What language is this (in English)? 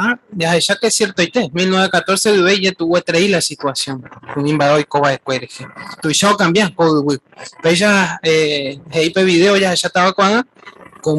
Guarani